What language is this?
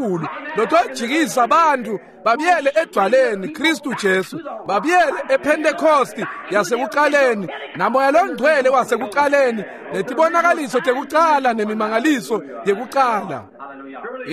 Swati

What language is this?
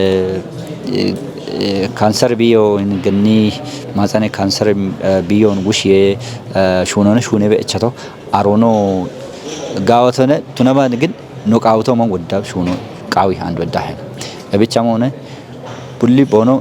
Kafa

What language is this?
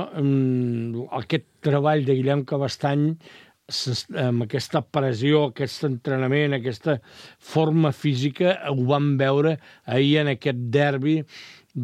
Catalan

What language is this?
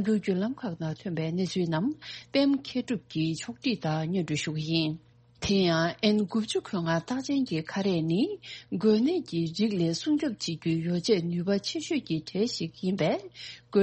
Tibetan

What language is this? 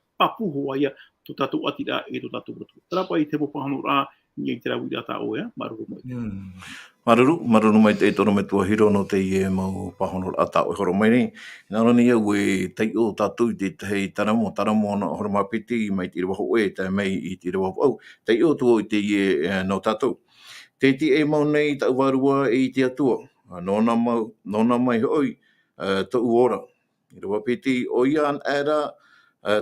Tahitian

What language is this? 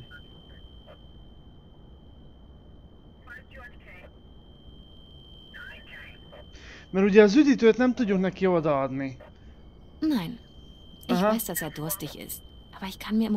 Hungarian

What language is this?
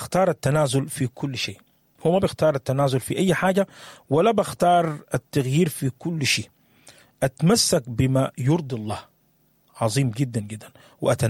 Sudanese Arabic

